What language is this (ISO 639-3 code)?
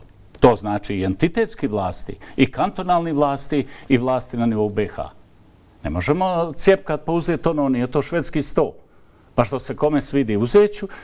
bos